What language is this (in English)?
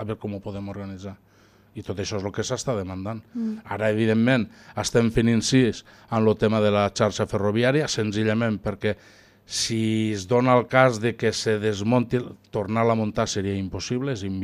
Catalan